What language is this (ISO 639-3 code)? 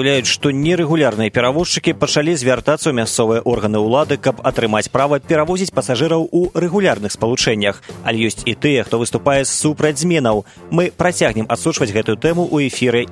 bel